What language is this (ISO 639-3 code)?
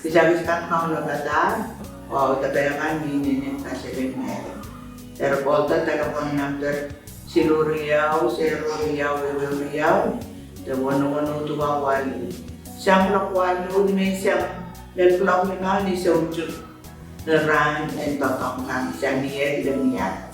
pon